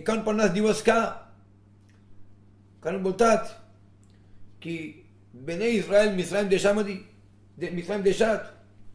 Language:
Marathi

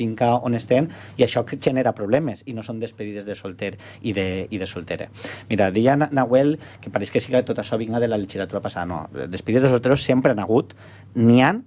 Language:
Catalan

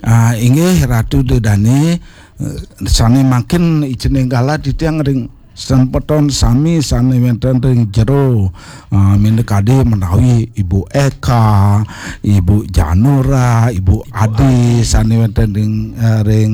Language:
Balinese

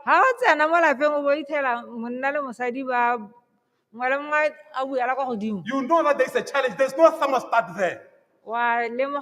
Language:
Tswana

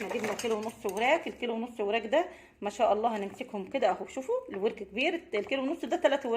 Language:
Egyptian Arabic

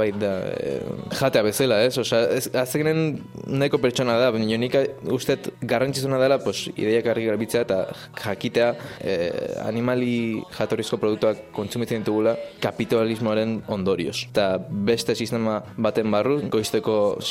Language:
Basque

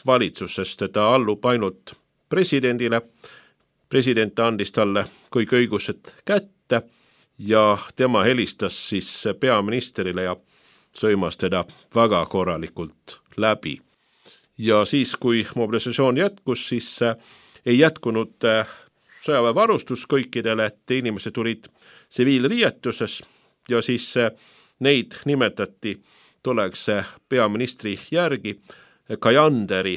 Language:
Estonian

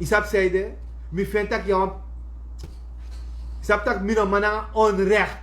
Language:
Sranan Tongo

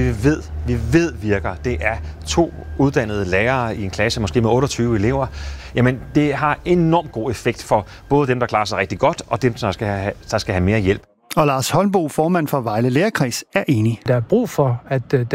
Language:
Danish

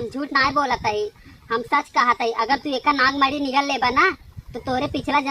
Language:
Awadhi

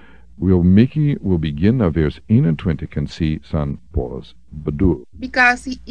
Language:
Sranan Tongo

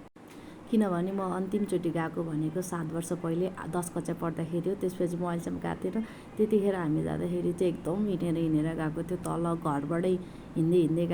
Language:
Nepali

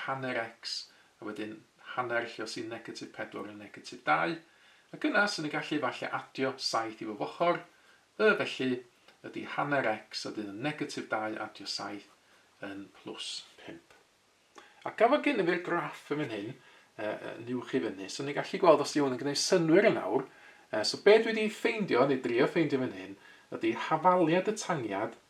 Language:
Welsh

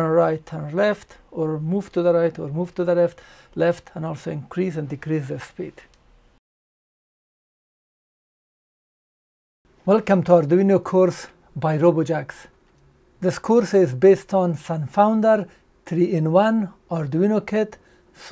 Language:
English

